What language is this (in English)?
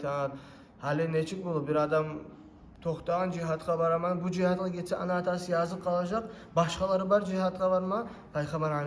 Kumyk